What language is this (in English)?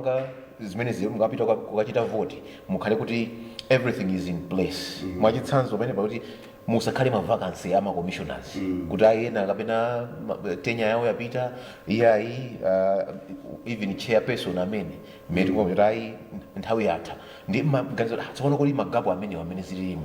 Nyanja